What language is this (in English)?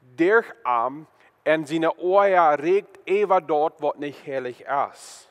Plautdietsch